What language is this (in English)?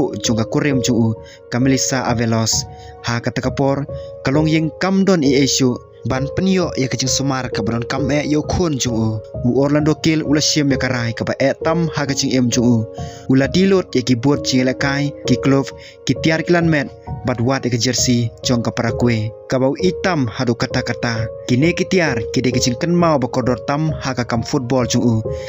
Khasi